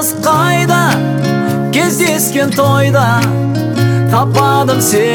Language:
Kazakh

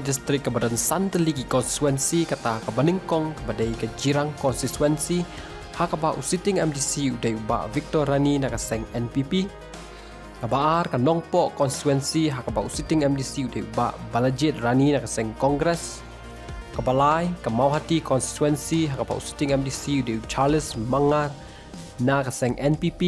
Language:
Khasi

